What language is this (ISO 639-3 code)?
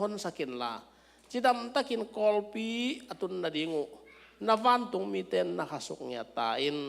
ctd